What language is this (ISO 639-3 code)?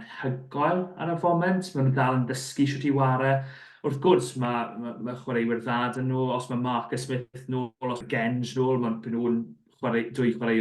cym